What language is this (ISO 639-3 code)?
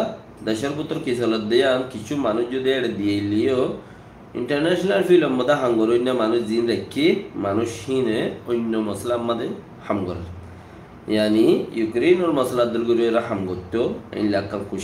rhg